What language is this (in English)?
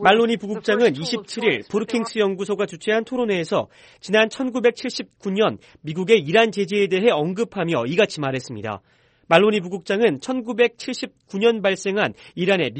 Korean